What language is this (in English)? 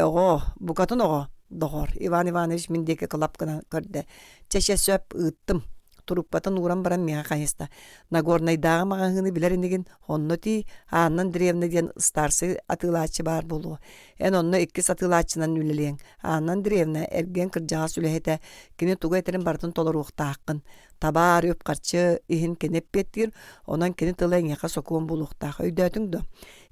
Yakut